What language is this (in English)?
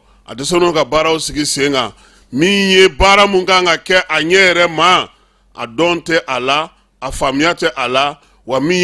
Bambara